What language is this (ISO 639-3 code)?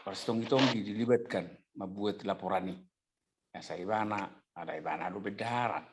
bbc